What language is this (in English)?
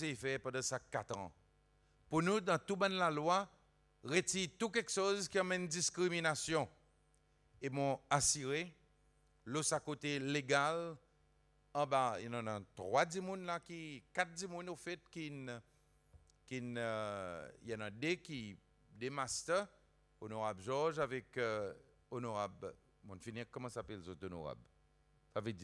Seselwa Creole French